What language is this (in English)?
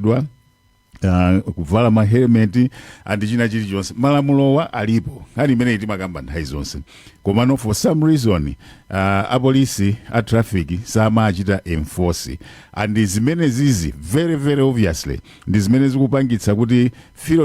Nyanja